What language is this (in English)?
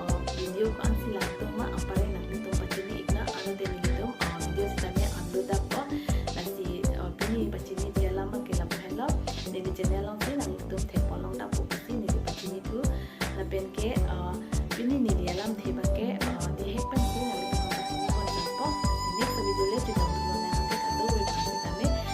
Karbi